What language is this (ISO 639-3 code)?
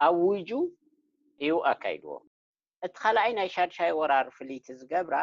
tir